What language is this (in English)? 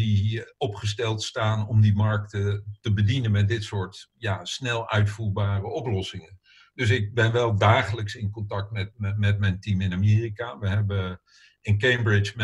Dutch